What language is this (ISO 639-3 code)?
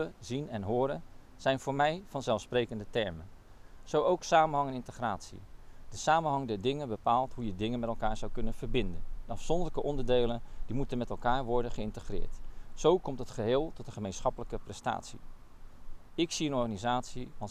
nld